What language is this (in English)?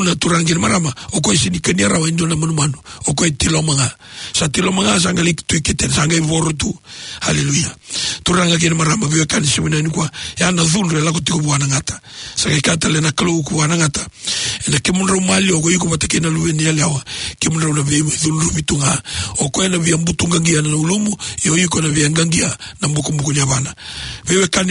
Fijian